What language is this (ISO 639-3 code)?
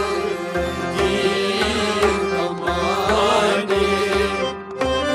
kas